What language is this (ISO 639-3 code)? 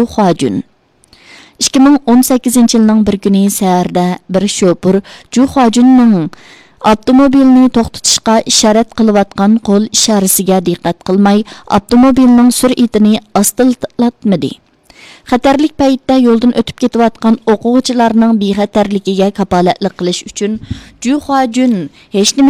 uig